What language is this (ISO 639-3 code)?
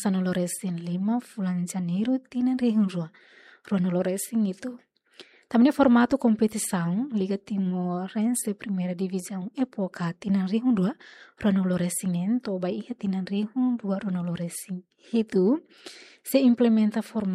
tet